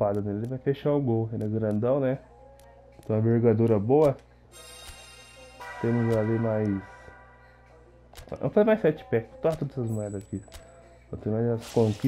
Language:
Portuguese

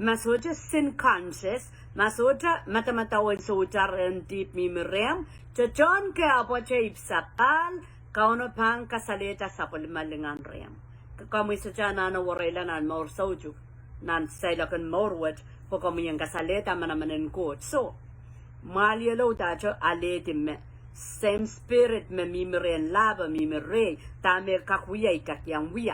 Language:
Pohnpeian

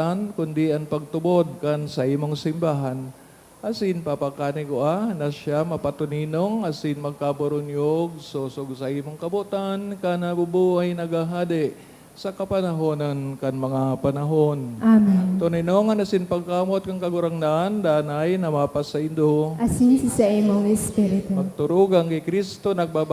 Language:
Bikol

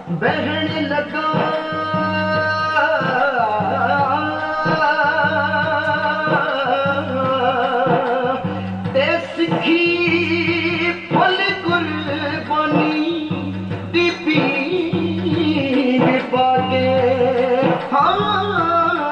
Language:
Punjabi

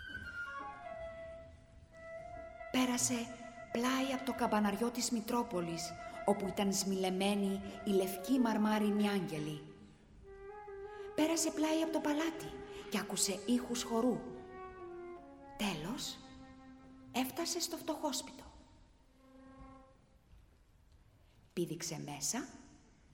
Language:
Greek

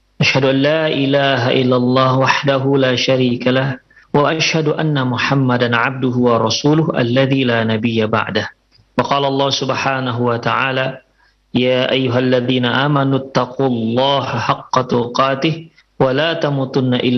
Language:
Indonesian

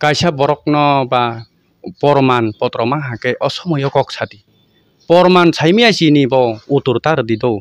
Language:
Kok Borok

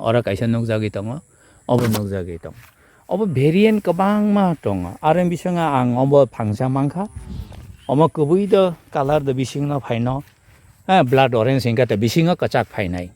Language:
Kok Borok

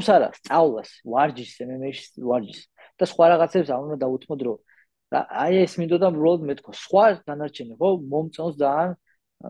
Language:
Georgian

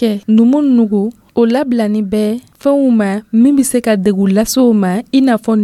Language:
Dyula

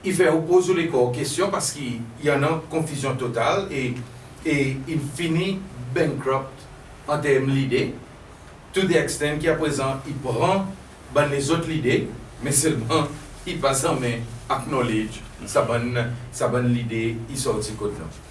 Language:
Seselwa Creole French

